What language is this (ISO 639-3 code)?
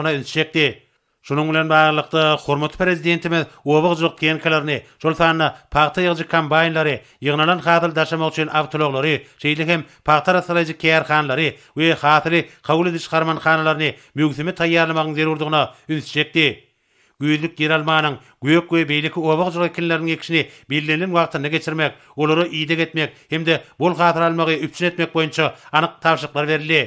tuk